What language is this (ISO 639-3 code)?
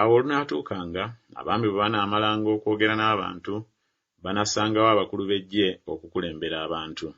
lug